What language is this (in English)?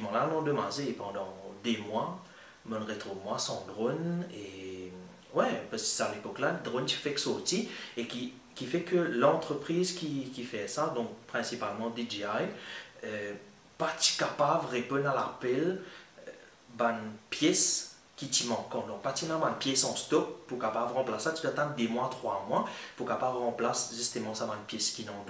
Morisyen